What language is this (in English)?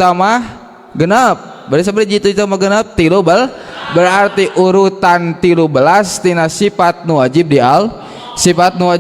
Sundanese